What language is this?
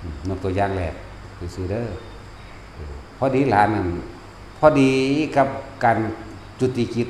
Northeastern Thai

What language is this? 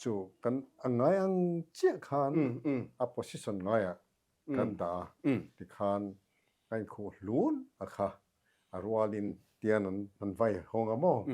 Mizo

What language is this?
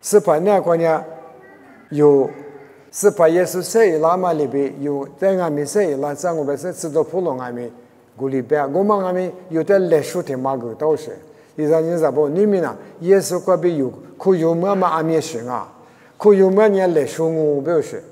Lisu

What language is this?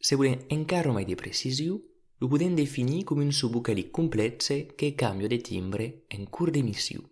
Occitan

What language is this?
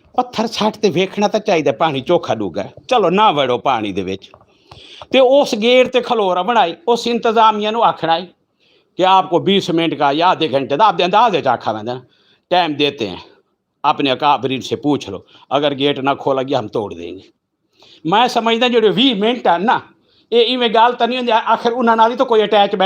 Western Panjabi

